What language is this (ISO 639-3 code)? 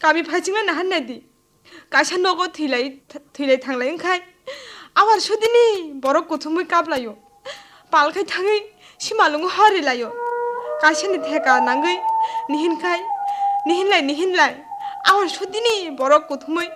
trp